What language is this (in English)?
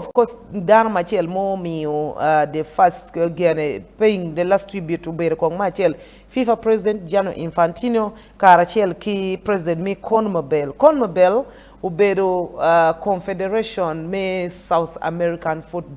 Acoli